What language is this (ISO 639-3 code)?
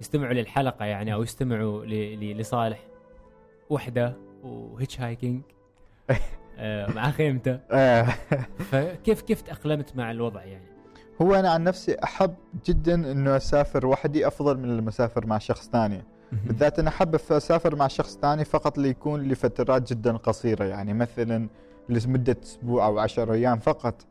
afb